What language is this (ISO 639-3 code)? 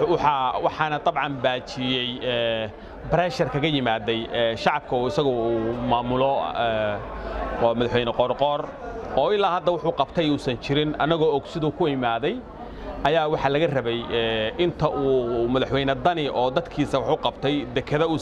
som